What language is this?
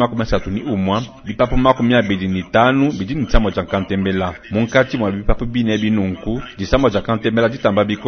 Luba-Lulua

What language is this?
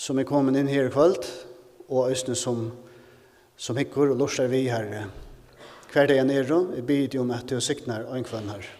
Faroese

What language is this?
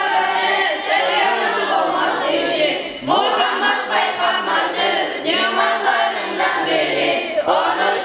Kumyk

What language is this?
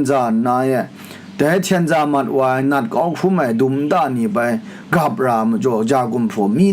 Kachin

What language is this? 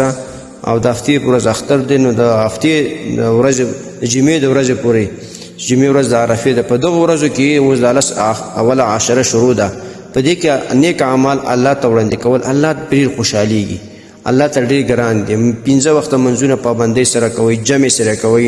Pashto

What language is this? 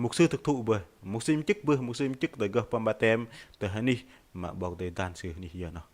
Bahnar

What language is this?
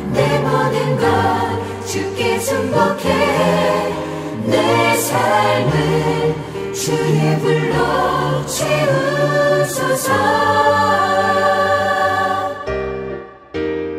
Korean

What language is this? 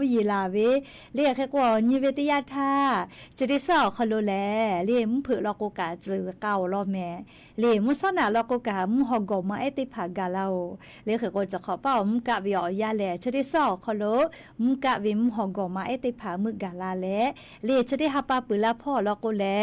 Lahu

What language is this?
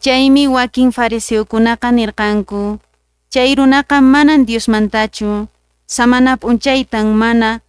Quechua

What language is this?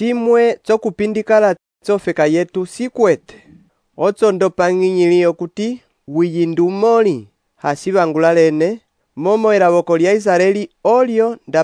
Umbundu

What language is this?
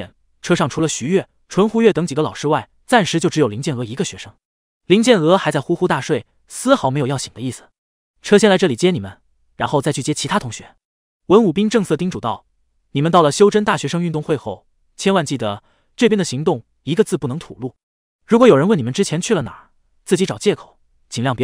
Chinese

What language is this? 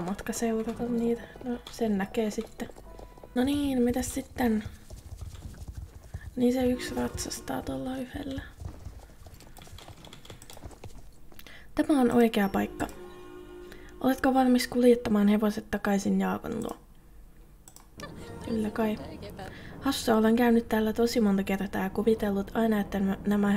Finnish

